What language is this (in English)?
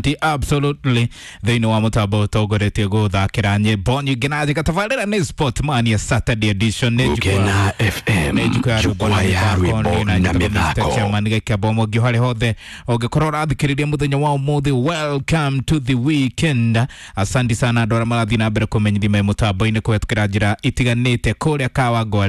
Kikuyu